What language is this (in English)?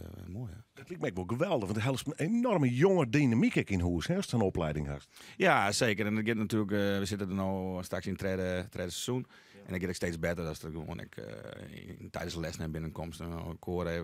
Western Frisian